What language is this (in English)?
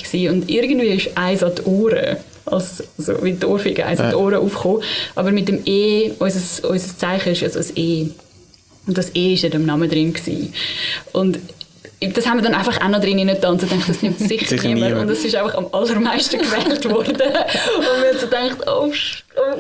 German